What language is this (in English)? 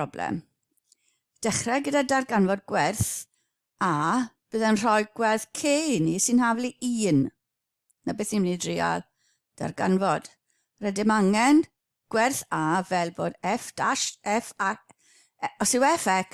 Welsh